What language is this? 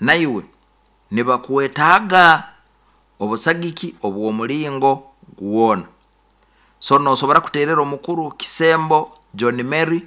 Nyoro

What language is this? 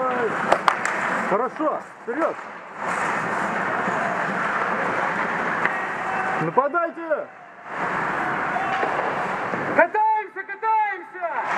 Russian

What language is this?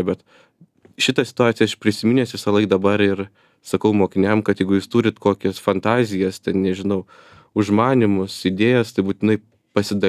Lithuanian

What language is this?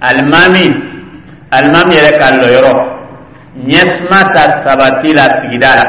Dyula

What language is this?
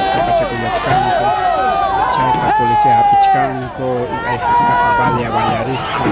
Ayacucho Quechua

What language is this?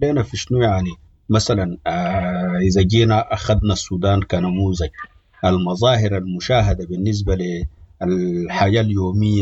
Sudanese Arabic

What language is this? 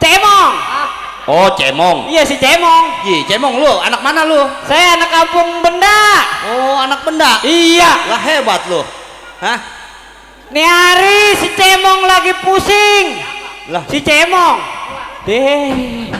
Betawi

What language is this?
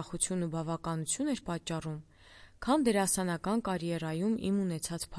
Armenian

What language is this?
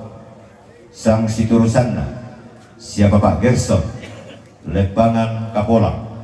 Toraja-Sa'dan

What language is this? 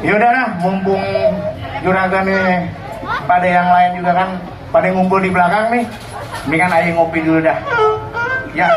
Betawi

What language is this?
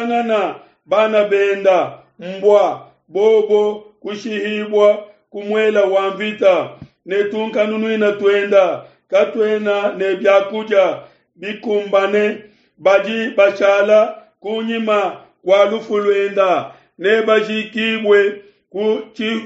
Luba-Lulua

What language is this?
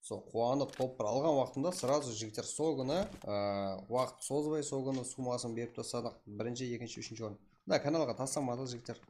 Kara-Kalpak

